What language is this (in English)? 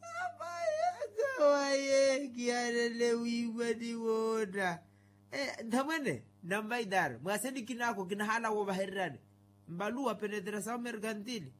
Makhuwa